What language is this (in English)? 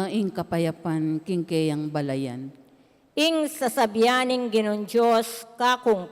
Pampanga